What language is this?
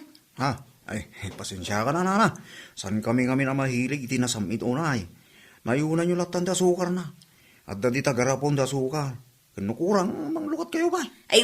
Iloko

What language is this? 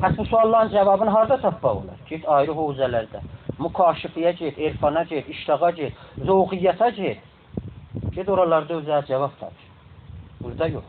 South Azerbaijani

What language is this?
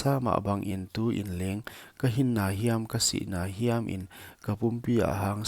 Paite Chin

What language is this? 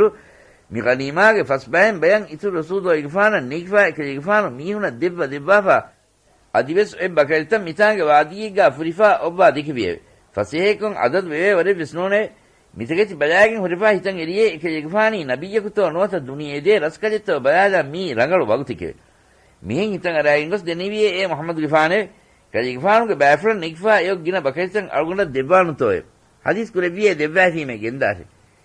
Divehi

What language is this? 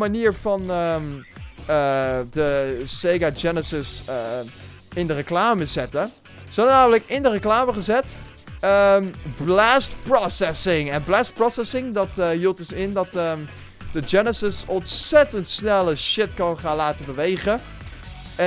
Dutch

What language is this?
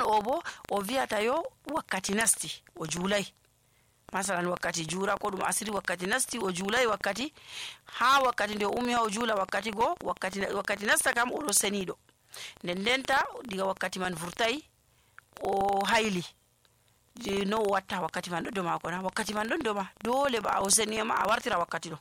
Nigerian Fulfulde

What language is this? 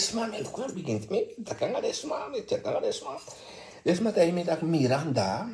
Sranan Tongo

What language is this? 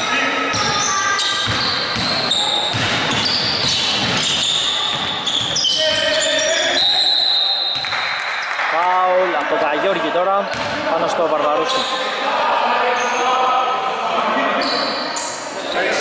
Greek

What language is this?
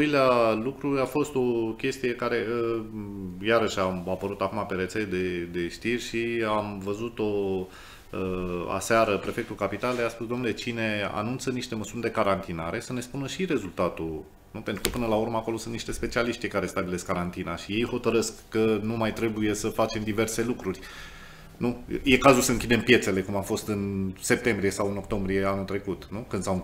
Romanian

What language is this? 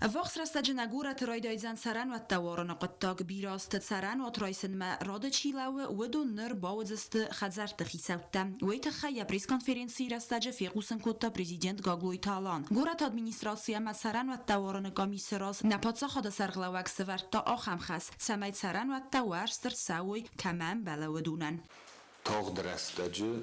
Ossetic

